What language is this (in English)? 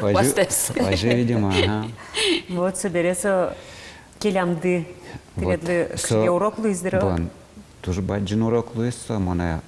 Udmurt